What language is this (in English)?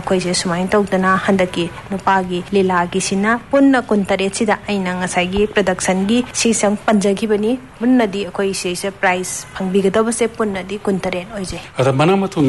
Manipuri